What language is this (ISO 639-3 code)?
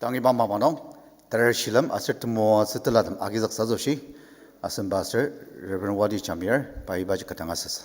njo